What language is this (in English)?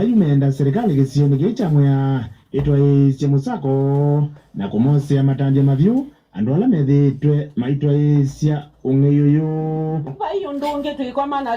Kamba